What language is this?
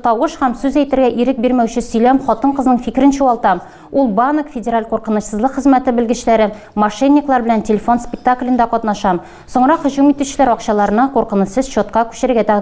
Tatar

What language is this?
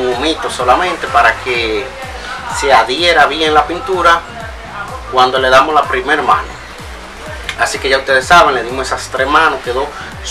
Spanish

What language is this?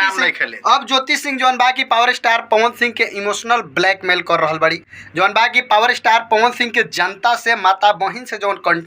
Bhojpuri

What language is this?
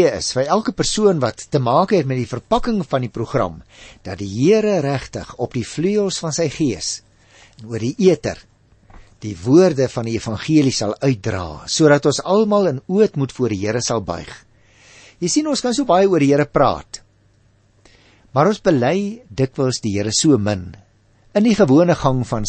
Afrikaans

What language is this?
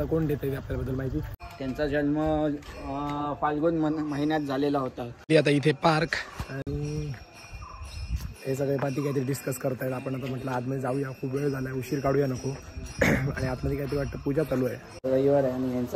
Marathi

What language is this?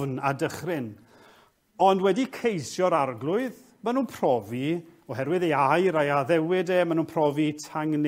Welsh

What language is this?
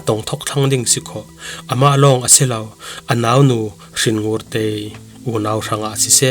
Falam Chin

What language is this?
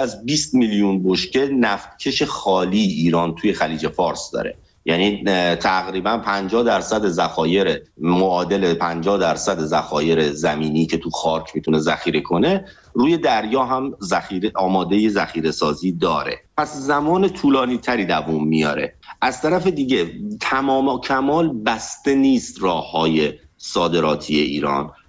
Persian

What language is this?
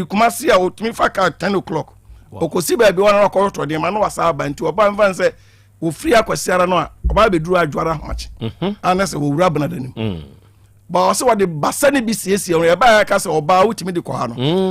Akan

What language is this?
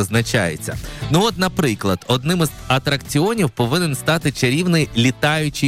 Ukrainian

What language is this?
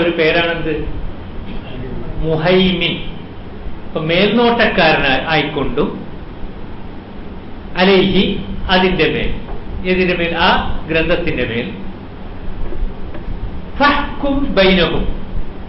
Malayalam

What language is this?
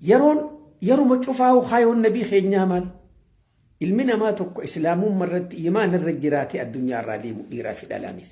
Oromo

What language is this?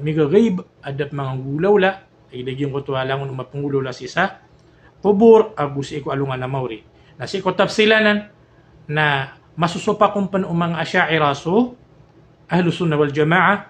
Maranao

